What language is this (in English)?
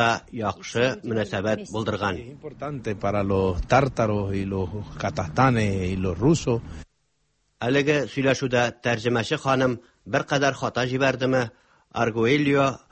Tatar